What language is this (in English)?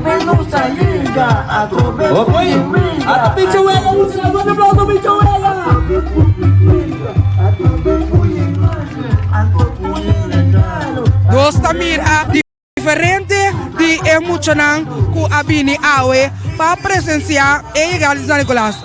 Papiamento